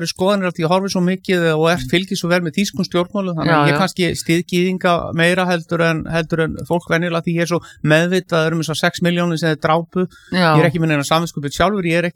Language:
Icelandic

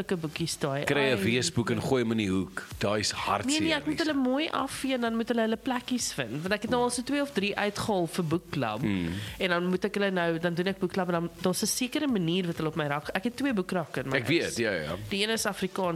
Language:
Afrikaans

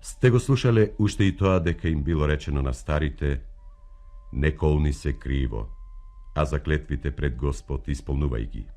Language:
Macedonian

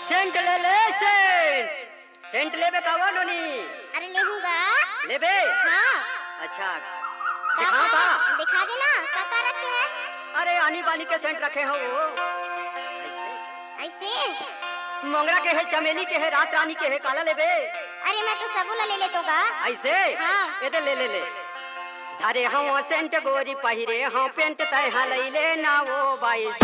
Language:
Chhattisgarhi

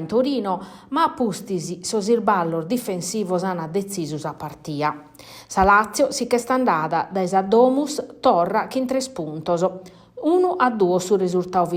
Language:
Sardinian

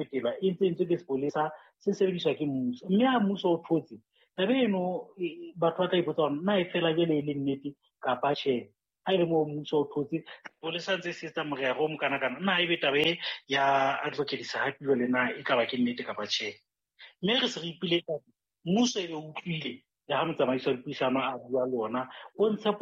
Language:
Southern Sotho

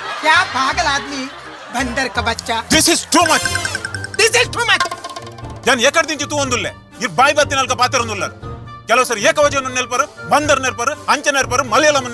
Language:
Tulu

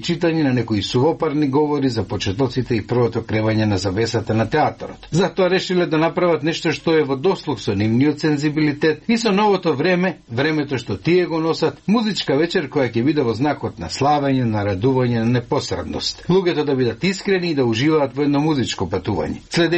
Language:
Macedonian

